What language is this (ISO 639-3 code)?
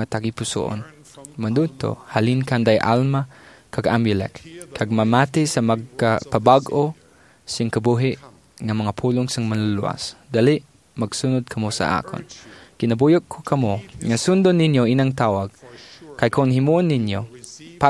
hil